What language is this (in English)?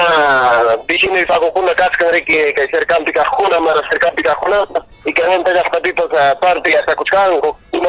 Ayacucho Quechua